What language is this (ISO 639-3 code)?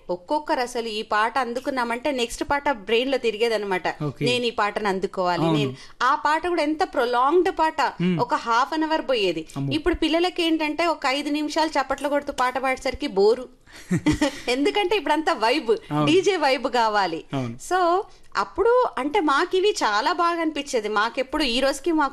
tel